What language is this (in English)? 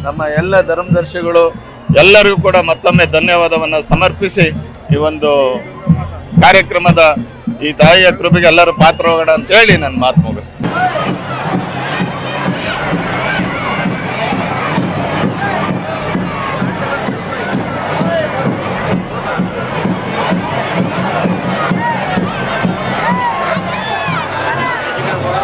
Kannada